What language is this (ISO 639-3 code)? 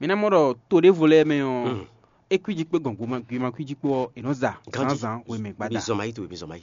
fon